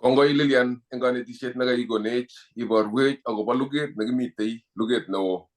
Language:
Kalenjin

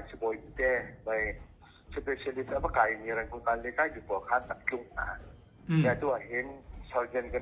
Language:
Hakha Chin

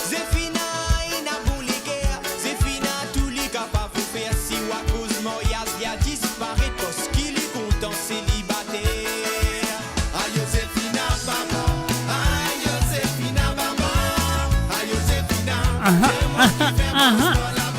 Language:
Morisyen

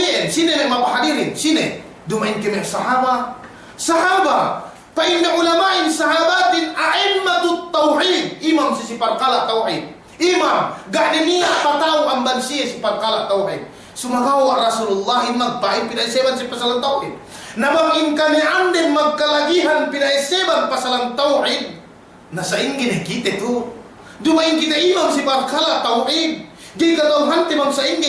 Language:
Yakan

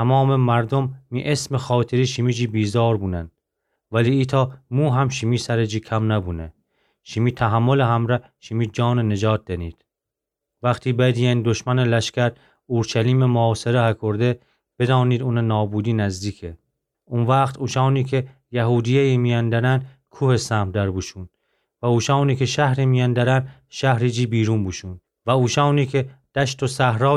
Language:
Gilaki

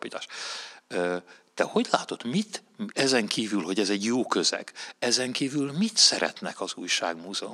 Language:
Hungarian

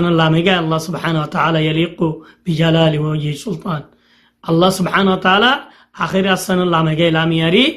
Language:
Rohingya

